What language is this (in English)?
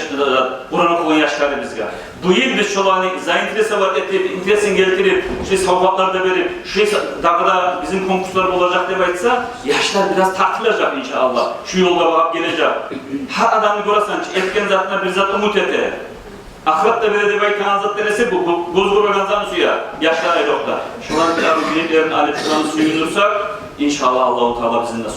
Kumyk